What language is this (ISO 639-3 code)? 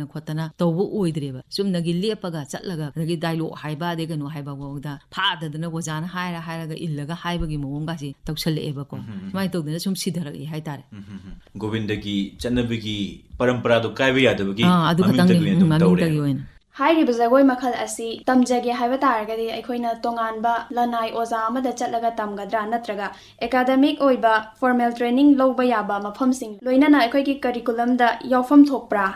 mni